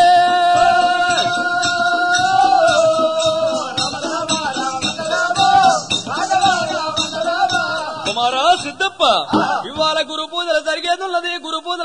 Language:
Telugu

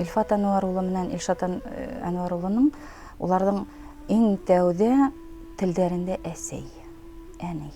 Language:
Bashkir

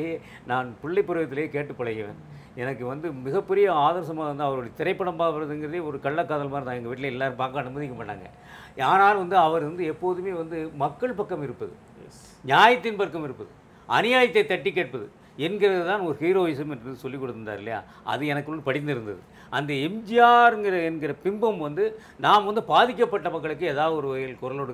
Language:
Tamil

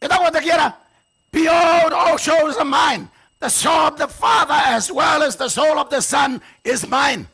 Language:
Gilbertese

